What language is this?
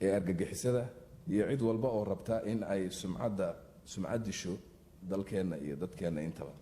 Somali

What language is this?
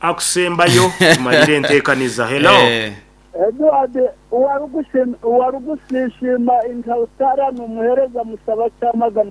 Nyankole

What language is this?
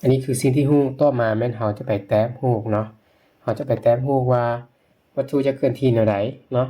Lao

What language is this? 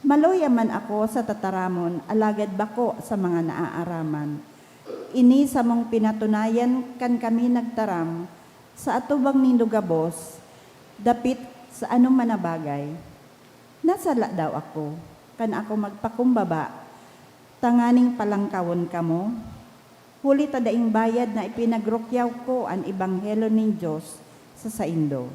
Bikol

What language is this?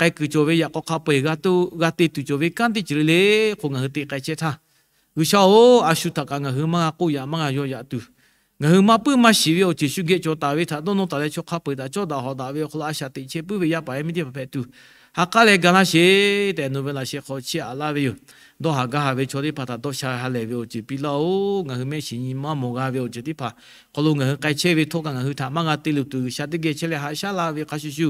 Lahu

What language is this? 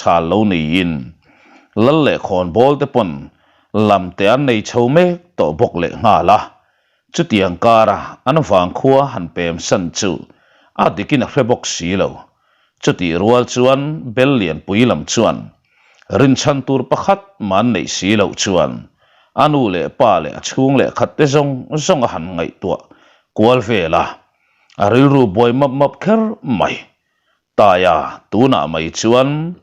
Mizo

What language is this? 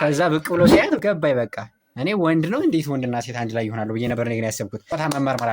Amharic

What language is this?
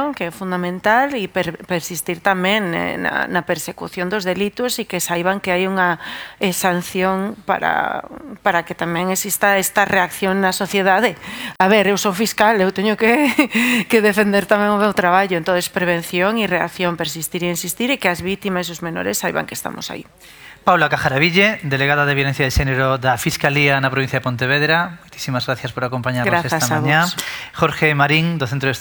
Galician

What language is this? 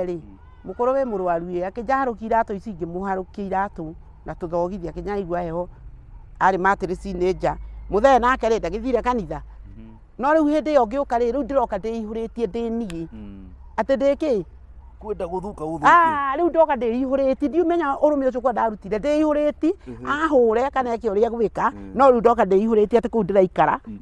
Kikuyu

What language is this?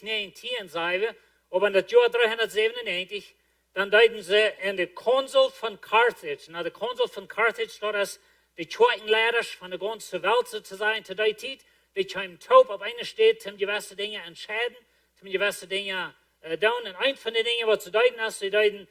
Plautdietsch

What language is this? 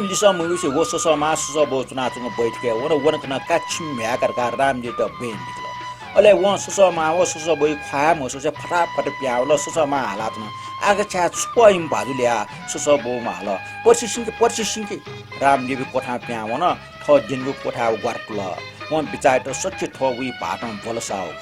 Newari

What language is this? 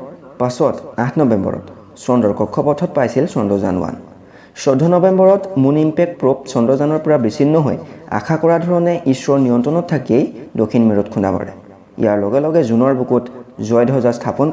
Assamese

